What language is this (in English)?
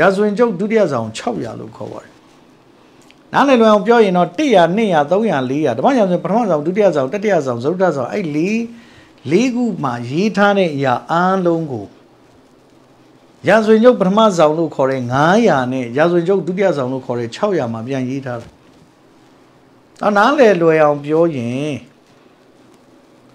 Burmese